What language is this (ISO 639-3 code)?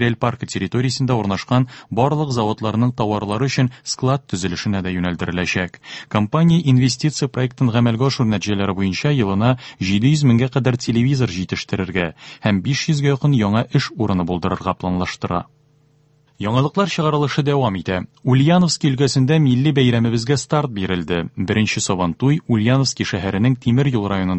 tat